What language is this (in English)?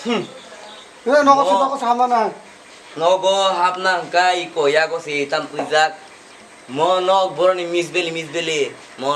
Kok Borok